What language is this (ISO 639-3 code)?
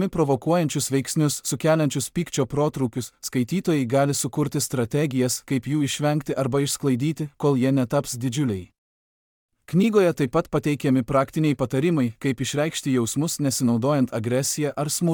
lit